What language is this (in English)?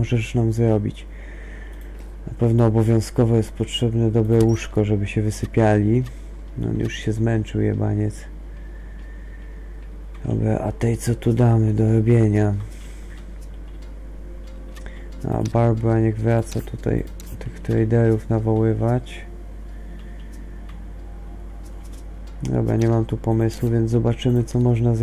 Polish